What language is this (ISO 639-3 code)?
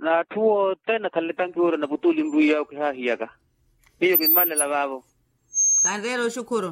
vmw